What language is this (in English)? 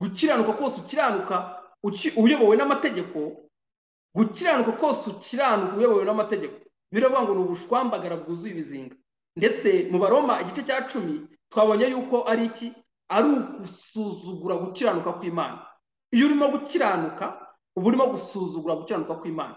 Kinyarwanda